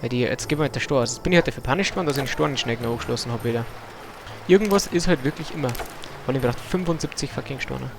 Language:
Bavarian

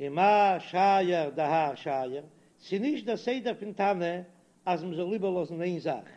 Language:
Yiddish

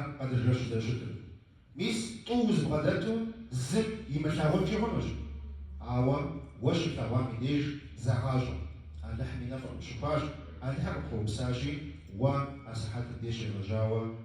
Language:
Kabardian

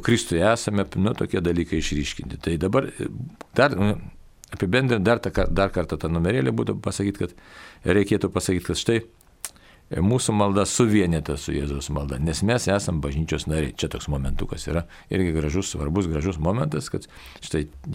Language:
Lithuanian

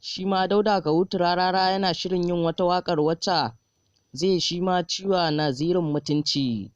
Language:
Hausa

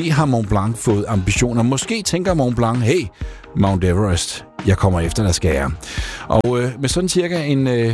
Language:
Danish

